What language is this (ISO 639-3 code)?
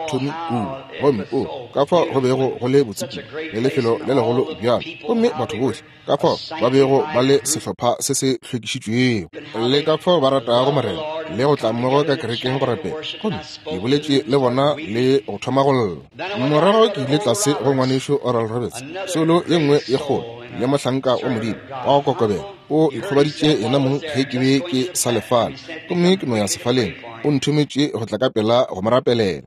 nso